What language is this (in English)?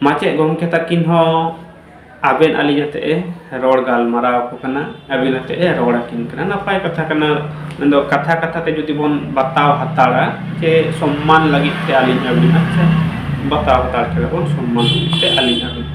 Santali